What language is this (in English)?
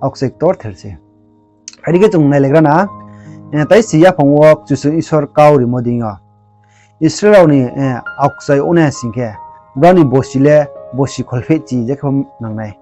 Riang (India)